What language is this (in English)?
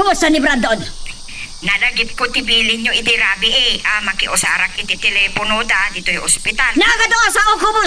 Iloko